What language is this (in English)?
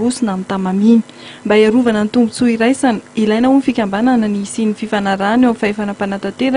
Malagasy